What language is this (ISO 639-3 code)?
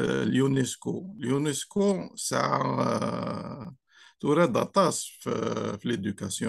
kab